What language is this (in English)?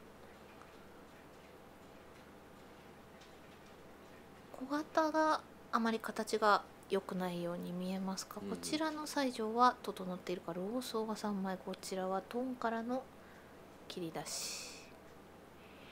Japanese